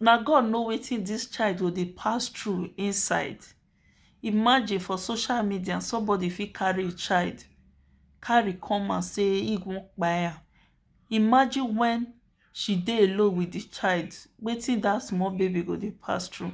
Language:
Nigerian Pidgin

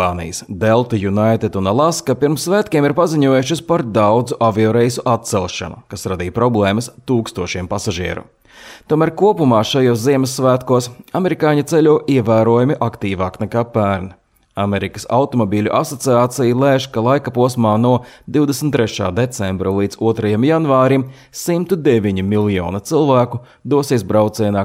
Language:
Latvian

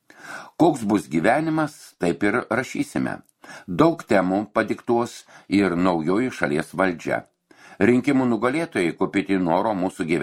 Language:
Lithuanian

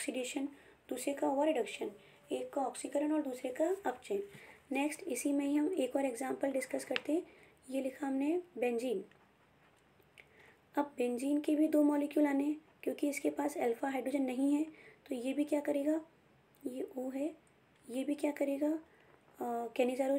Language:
Hindi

